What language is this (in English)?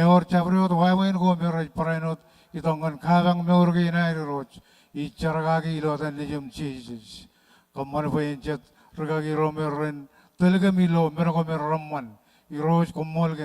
Marshallese